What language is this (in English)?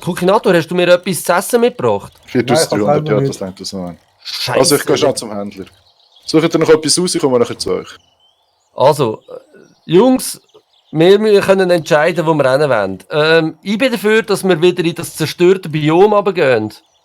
Swiss German